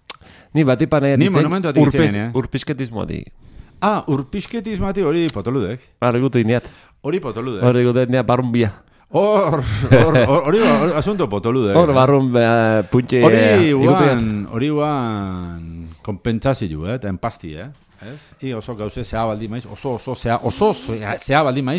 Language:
Basque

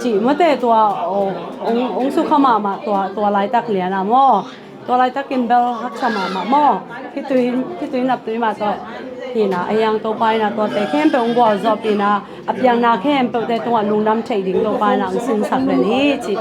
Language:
Tedim Chin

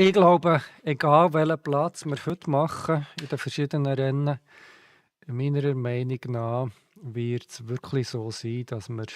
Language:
Swiss German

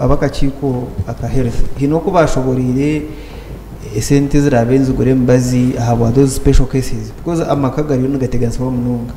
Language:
Nyankole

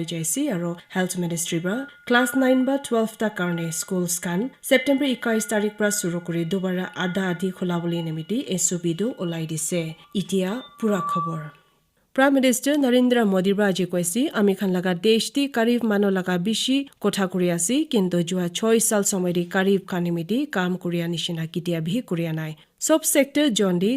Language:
Naga Pidgin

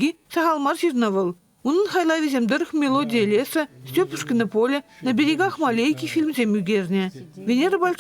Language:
Chuvash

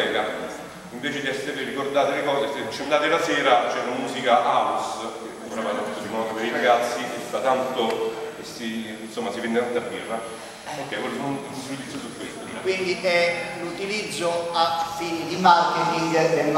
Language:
Italian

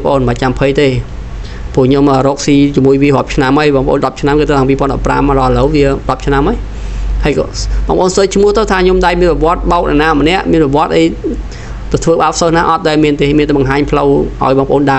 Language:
Khmer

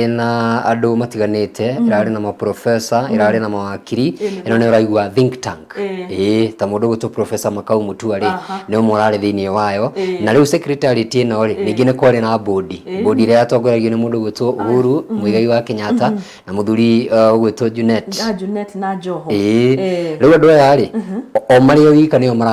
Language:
Kikuyu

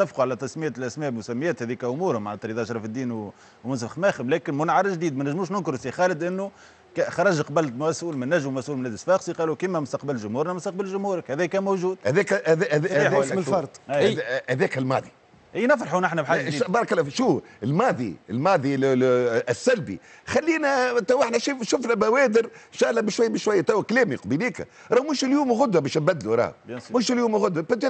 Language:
Tunisian Arabic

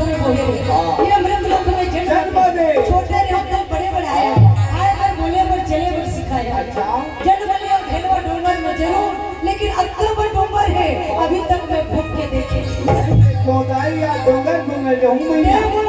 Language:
Chhattisgarhi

